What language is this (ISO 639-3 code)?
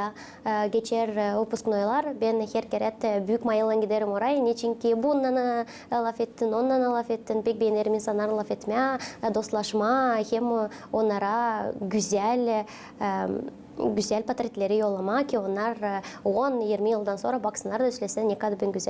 gag